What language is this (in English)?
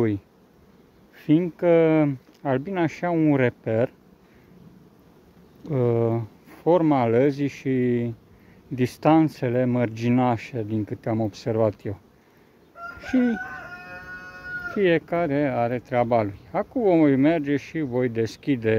Romanian